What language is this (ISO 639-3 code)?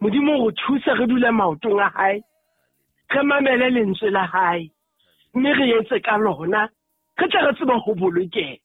sot